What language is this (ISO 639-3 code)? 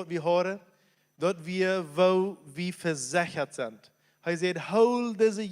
pdt